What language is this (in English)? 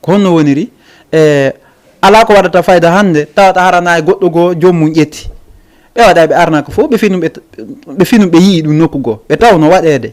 Fula